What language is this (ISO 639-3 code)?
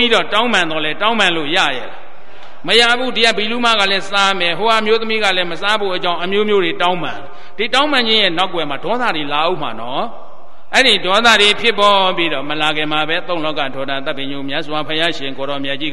mya